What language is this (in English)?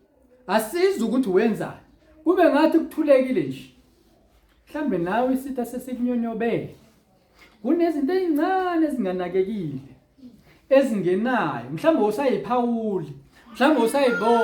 Zulu